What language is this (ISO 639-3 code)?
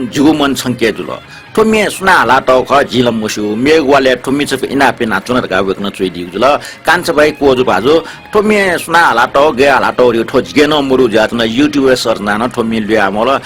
new